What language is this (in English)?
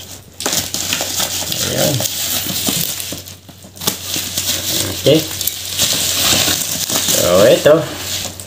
Filipino